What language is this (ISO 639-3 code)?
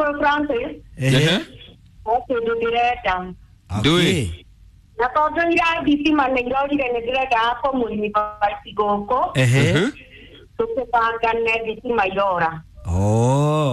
kik